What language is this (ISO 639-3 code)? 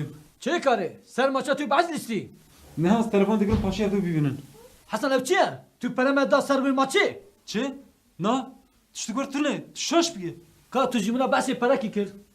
kur